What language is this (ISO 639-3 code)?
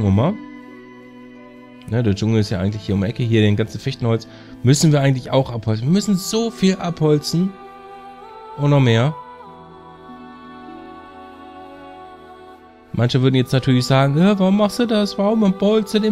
deu